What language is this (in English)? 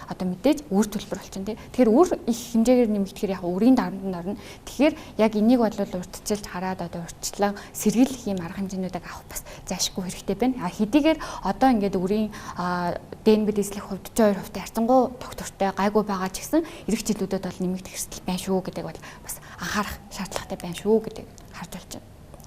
Mongolian